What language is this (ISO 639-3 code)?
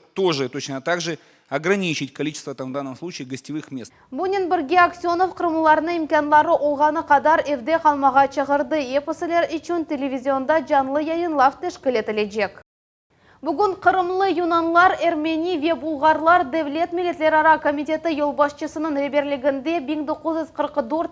crh